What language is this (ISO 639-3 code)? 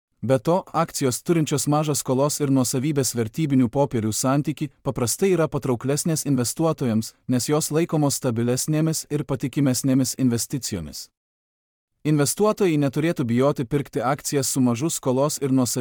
lit